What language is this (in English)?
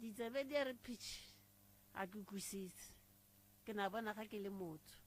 Northern Sotho